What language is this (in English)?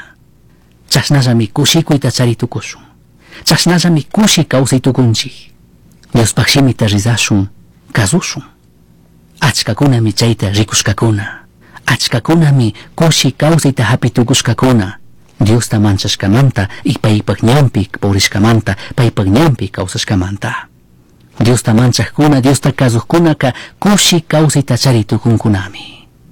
Chimborazo Highland Quichua